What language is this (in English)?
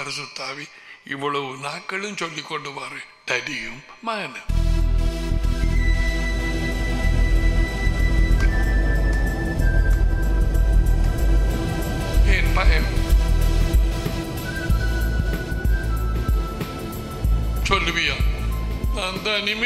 Tamil